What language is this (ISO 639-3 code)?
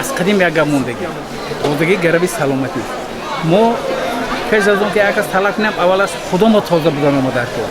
tgk